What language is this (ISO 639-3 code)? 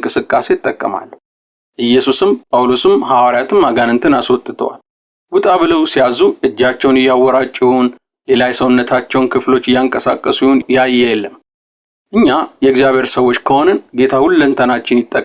amh